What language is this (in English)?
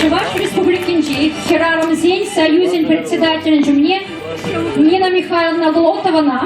Chuvash